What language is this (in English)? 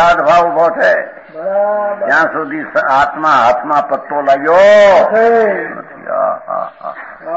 Gujarati